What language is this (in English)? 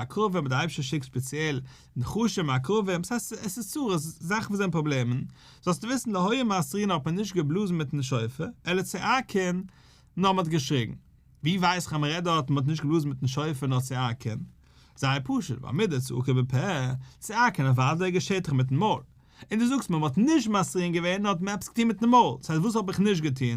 Yiddish